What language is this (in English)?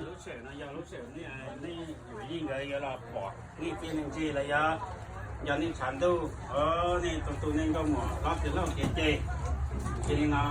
Hmong